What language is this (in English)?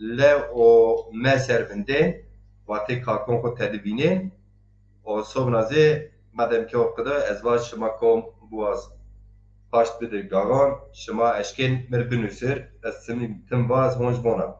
Zaza